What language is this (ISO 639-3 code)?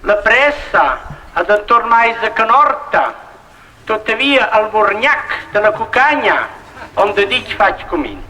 roh